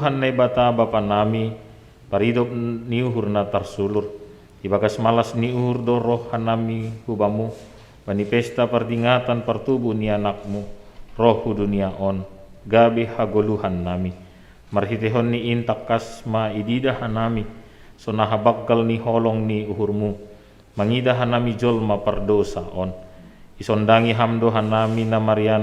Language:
Batak Simalungun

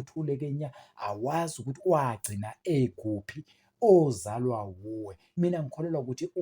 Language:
Zulu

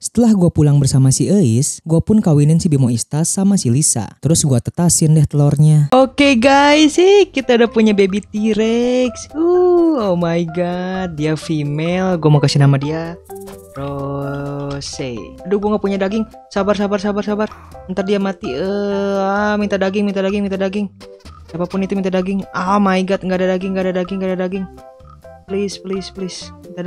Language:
Indonesian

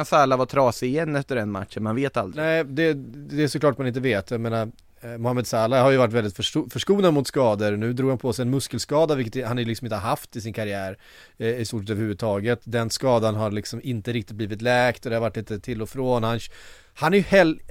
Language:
Swedish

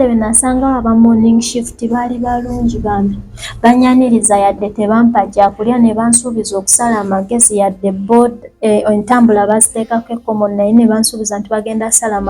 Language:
Ganda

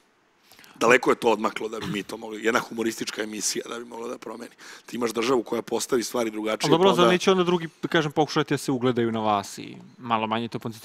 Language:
Serbian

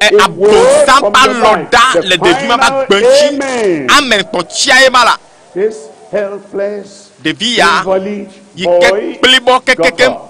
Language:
Ewe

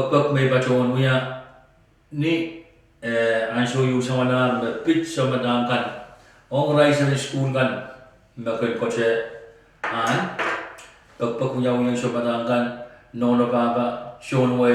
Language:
Pohnpeian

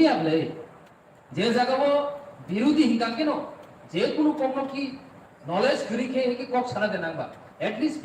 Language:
Kok Borok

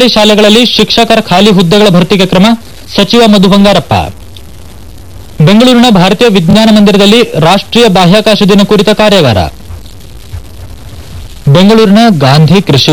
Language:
Kannada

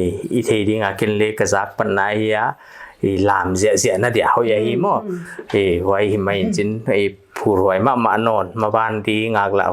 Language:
Paite Chin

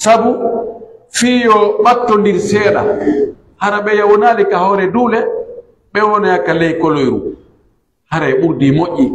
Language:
Pular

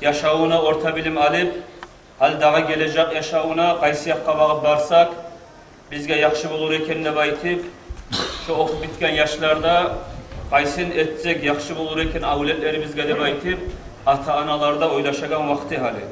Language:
Kumyk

